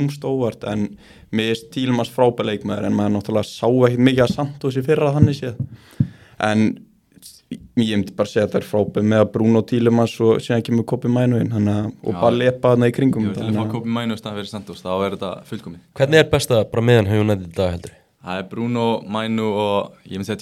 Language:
Icelandic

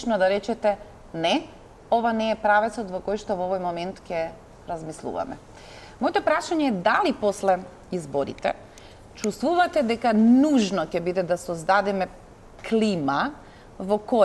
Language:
Macedonian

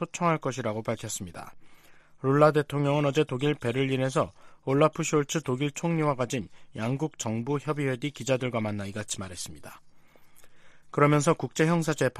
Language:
Korean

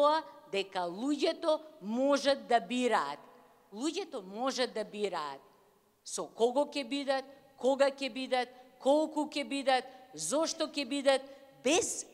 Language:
Macedonian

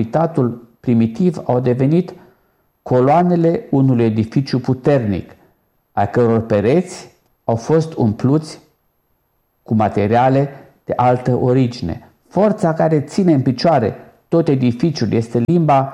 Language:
Romanian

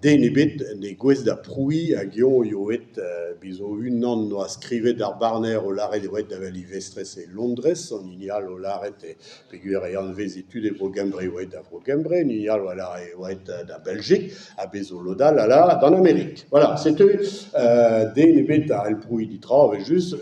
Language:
Breton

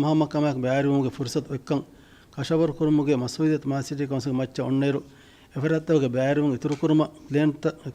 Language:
Divehi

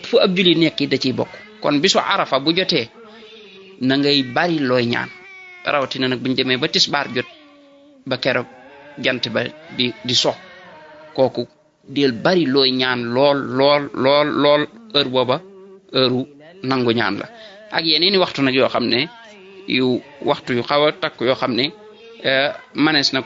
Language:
Wolof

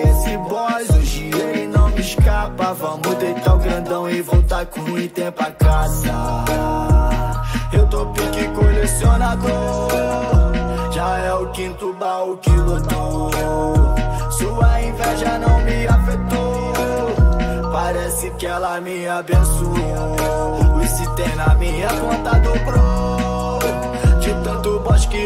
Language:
Portuguese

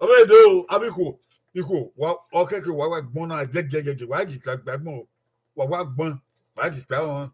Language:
Bini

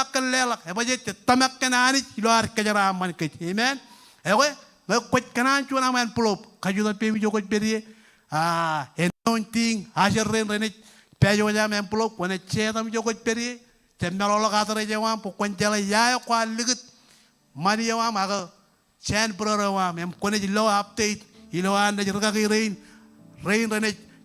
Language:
Marshallese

